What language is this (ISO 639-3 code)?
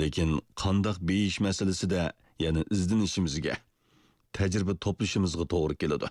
uig